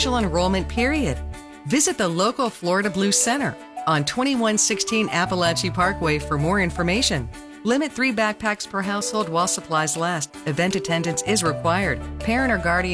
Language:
English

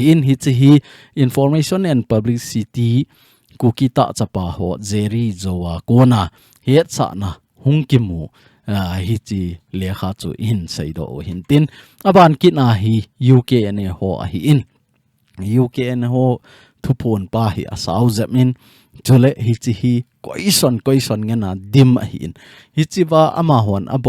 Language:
Thado Chin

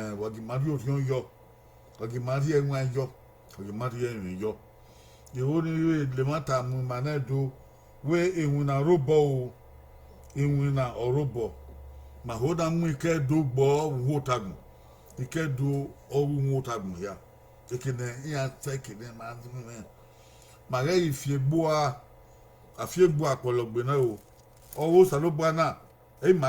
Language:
Bini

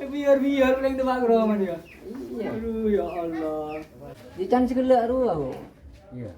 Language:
Madurese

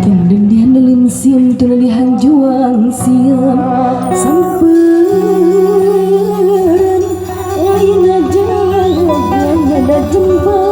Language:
Sundanese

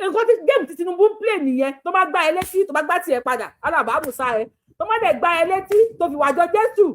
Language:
Yoruba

